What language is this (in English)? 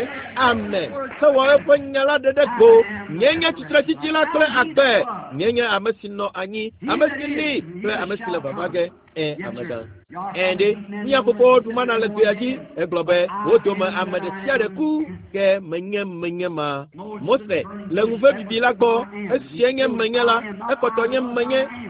Ewe